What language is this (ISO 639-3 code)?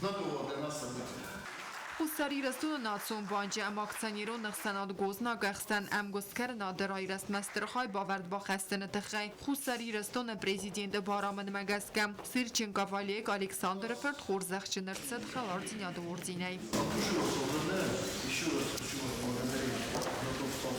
oss